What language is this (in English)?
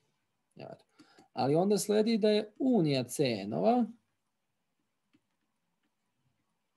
Serbian